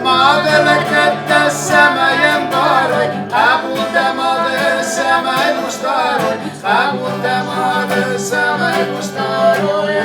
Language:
Ossetic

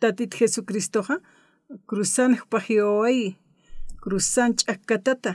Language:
Aymara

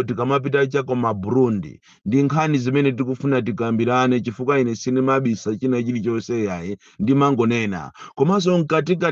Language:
Nyanja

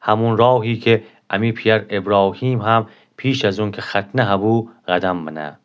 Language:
Gilaki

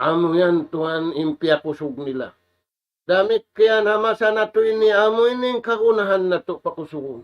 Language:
Tausug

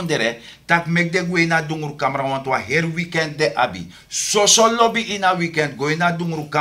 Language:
Sranan Tongo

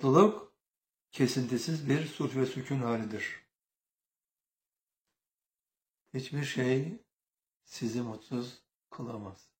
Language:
Turkish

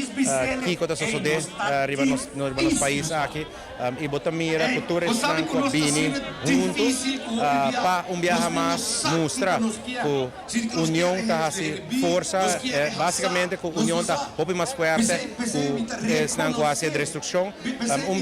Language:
Papiamento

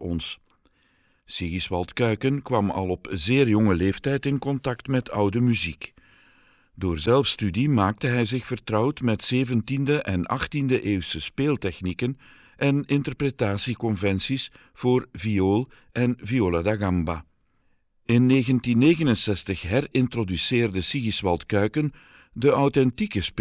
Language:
Dutch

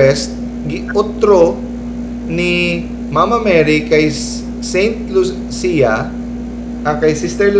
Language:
Cebuano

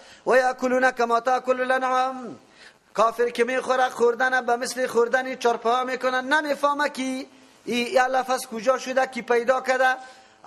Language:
Persian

